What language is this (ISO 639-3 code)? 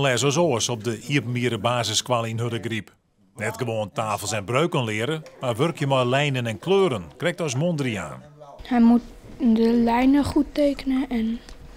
fry